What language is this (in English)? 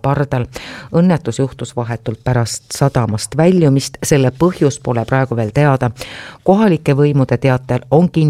Estonian